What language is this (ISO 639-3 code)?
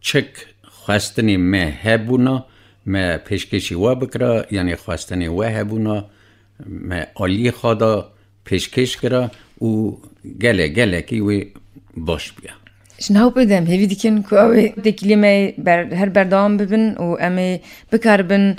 kur